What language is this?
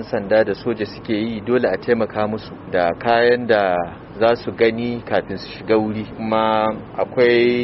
Hausa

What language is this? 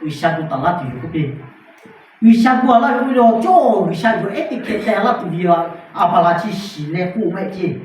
Lahu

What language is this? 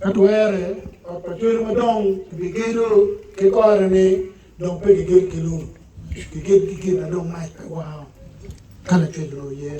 Acoli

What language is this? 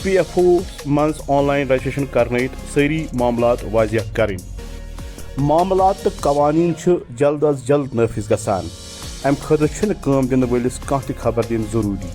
Kashmiri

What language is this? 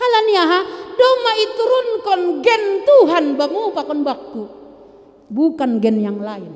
Batak Simalungun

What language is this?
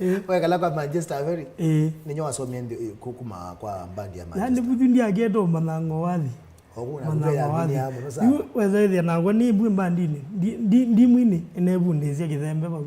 Kamba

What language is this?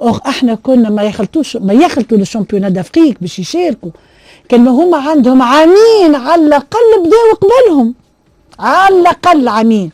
Tunisian Arabic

